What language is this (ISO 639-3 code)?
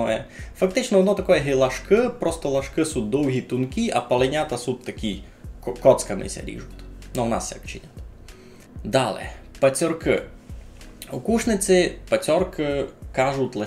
rue